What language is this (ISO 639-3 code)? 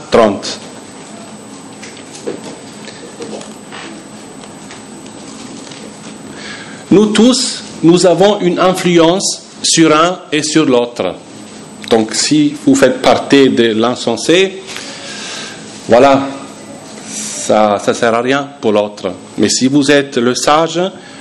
fra